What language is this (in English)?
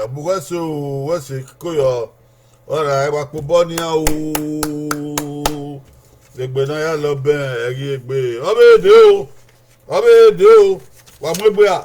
Bini